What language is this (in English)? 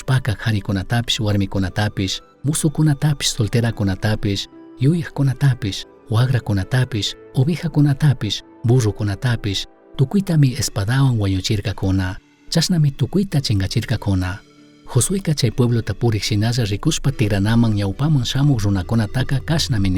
Chimborazo Highland Quichua